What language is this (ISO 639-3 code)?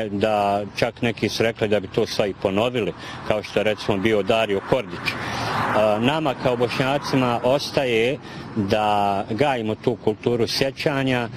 bos